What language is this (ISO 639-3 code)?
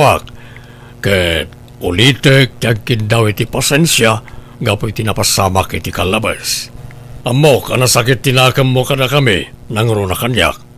ilo